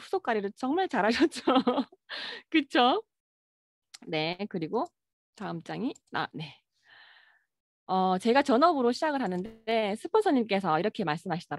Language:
Korean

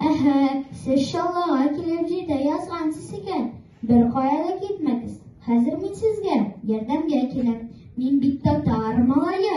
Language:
Tatar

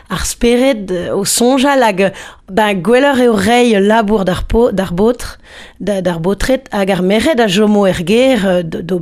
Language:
Breton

